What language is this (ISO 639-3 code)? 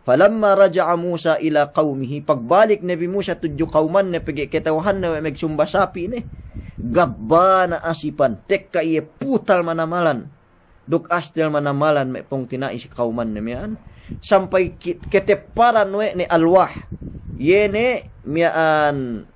yka